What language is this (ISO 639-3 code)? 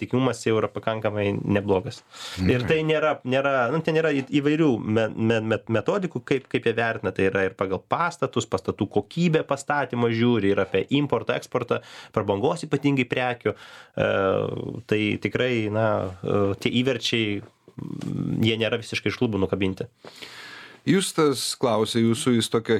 lit